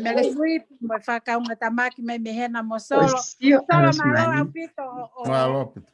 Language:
Tongan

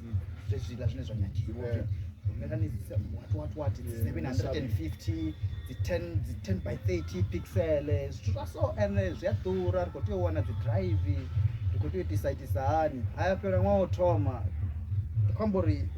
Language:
Venda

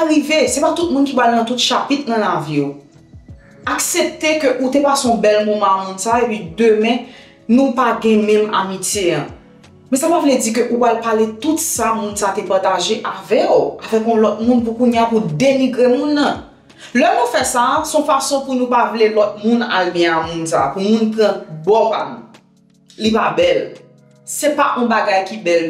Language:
Haitian Creole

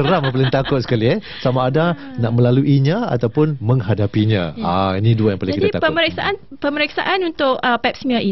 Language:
Malay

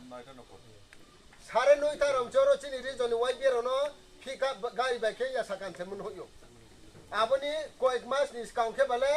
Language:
Riang (India)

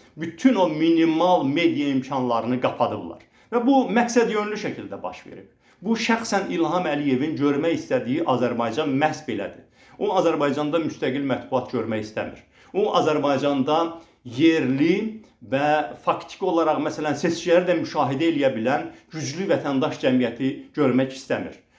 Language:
Azerbaijani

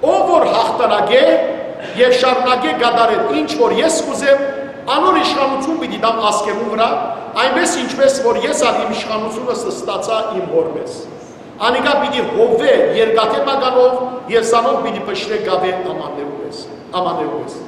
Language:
Western Armenian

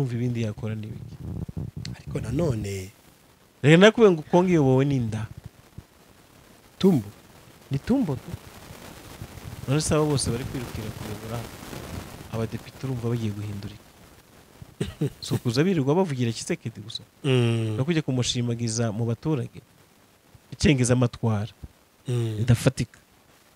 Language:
Kinyarwanda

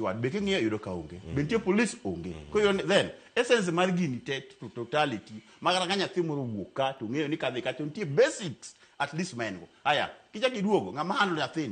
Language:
Luo (Kenya and Tanzania)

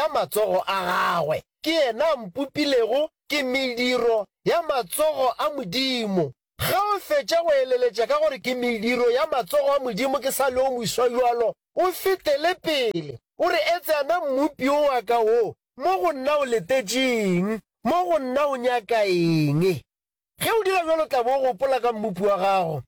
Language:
Northern Sotho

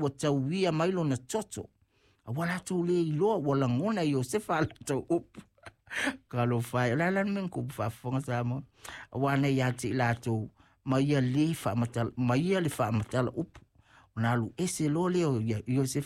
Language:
Samoan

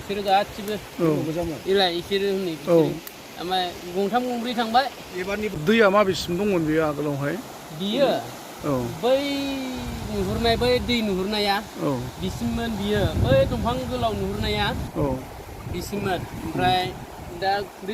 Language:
Bodo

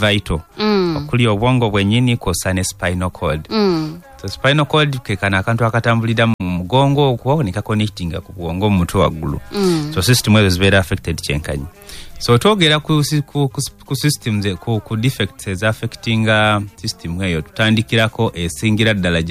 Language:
Ganda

